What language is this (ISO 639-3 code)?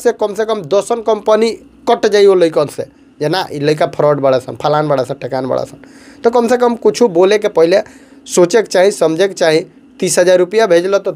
bho